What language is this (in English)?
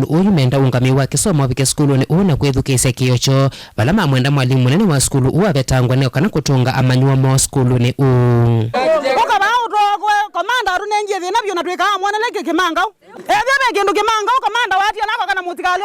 Kamba